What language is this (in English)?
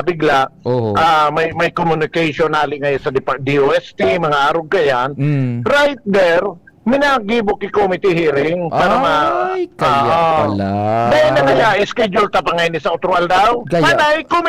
Bikol